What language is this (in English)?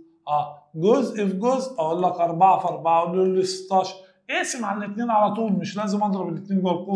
Egyptian Arabic